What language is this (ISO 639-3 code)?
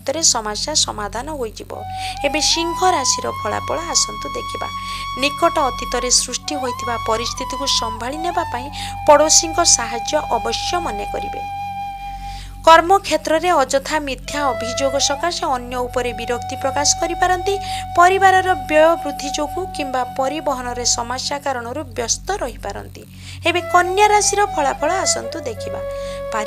ori